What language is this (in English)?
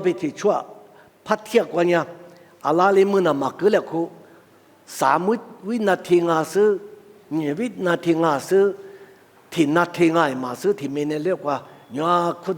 Lisu